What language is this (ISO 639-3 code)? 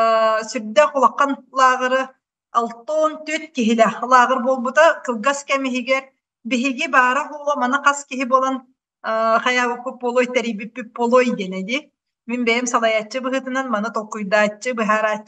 sah